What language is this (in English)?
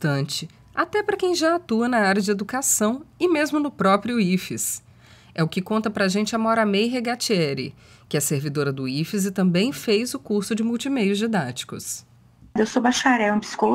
Portuguese